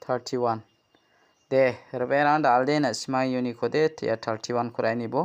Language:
Garo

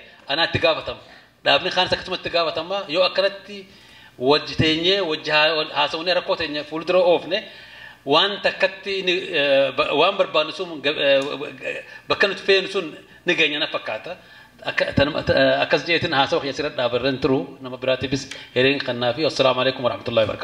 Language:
Oromo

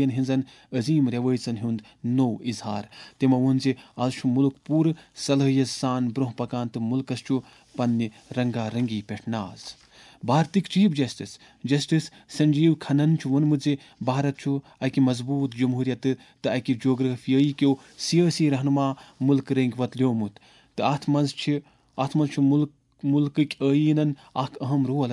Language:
Kashmiri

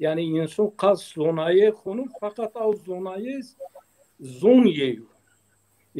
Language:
Zaza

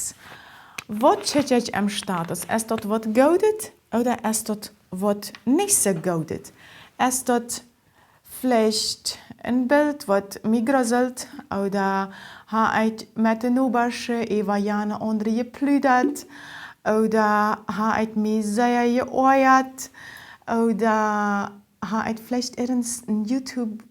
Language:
Plautdietsch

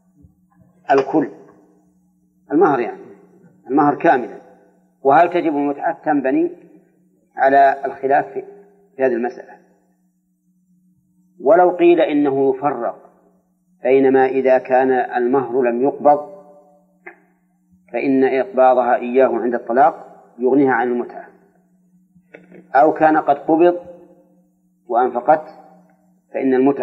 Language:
Arabic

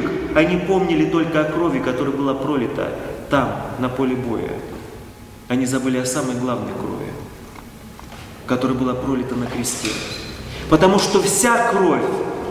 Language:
Russian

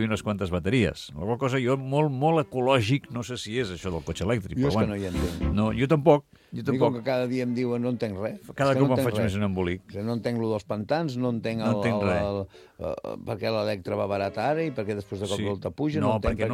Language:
Catalan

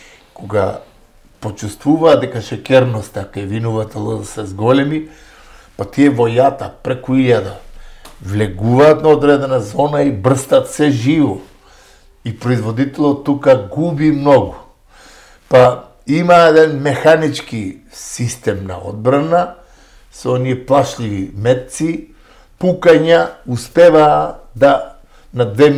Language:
Macedonian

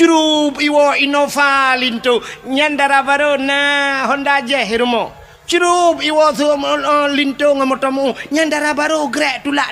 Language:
Achinese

